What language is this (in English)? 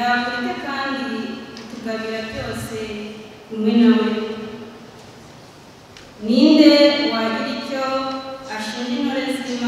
Kinyarwanda